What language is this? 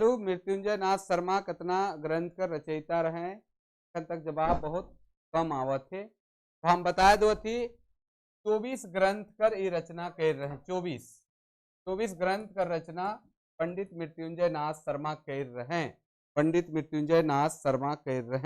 Sadri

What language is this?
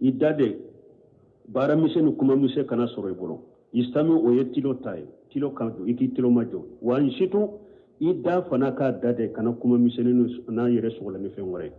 Bambara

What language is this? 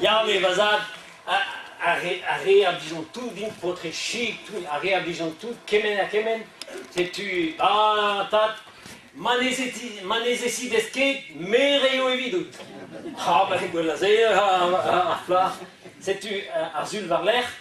Breton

